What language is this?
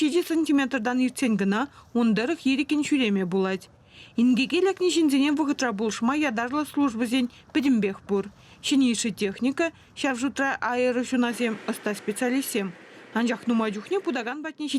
Chuvash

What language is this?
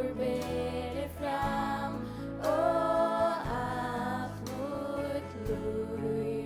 Faroese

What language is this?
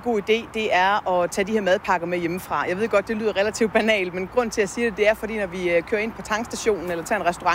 Danish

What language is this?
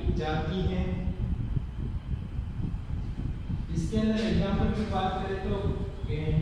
Hindi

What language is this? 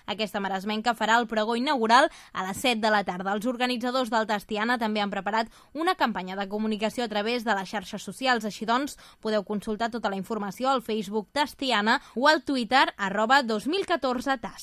Catalan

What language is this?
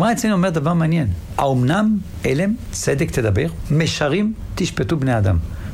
Hebrew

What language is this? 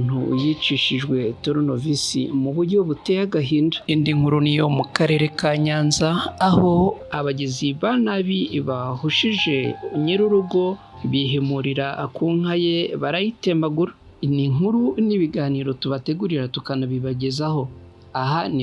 Kinyarwanda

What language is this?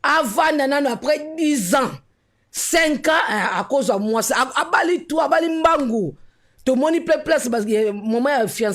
Lingala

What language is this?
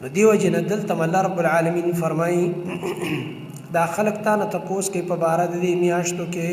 Pashto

